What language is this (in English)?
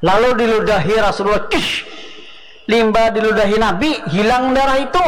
Banjar